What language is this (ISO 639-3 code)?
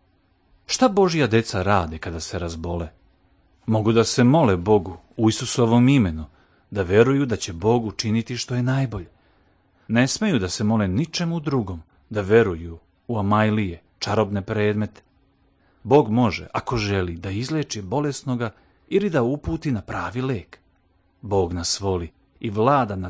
srp